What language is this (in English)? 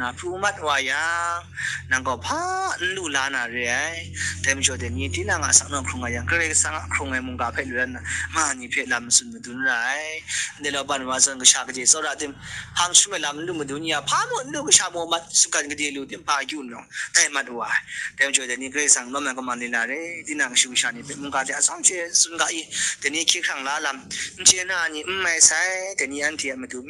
Kachin